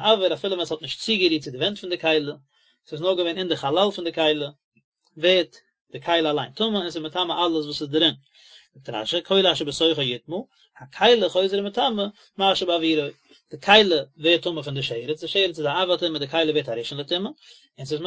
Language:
Yiddish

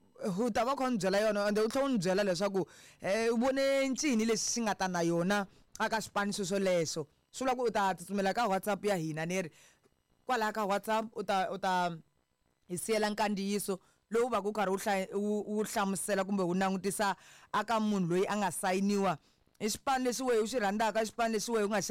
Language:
Tsonga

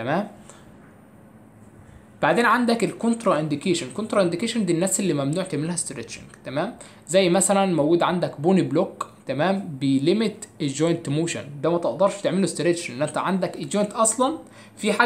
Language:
Egyptian Arabic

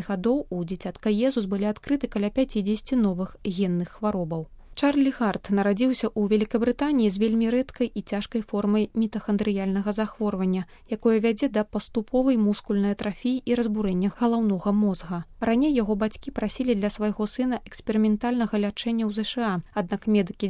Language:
Belarusian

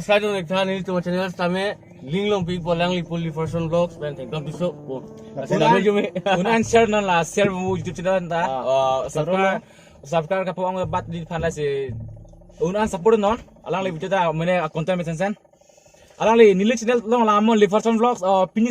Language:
Karbi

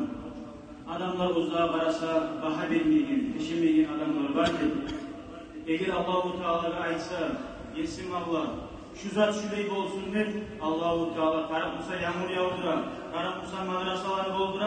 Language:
Kumyk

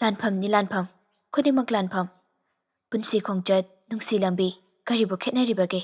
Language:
Manipuri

